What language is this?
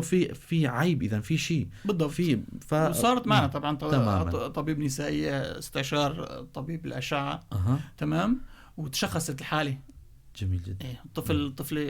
North Levantine Arabic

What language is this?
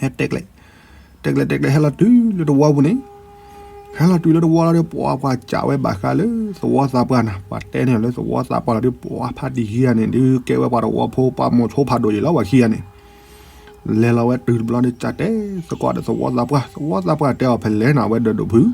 S'gaw Karen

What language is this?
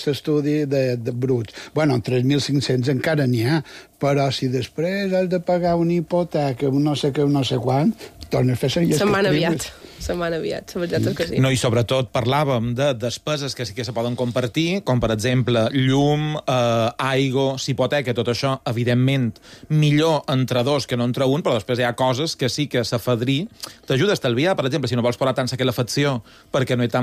Catalan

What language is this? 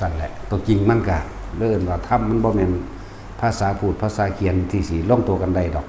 Northeastern Thai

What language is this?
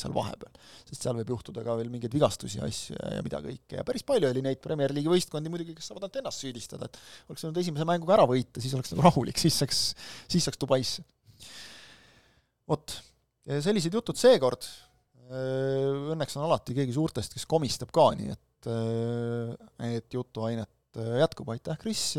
Estonian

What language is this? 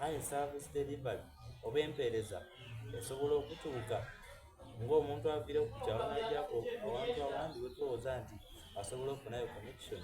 Soga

